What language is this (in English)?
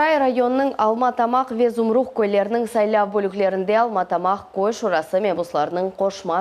Crimean Tatar